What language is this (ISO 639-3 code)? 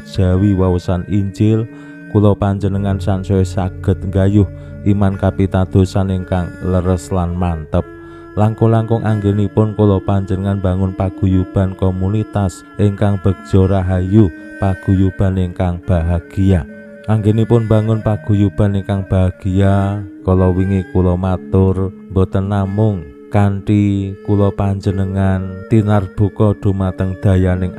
jav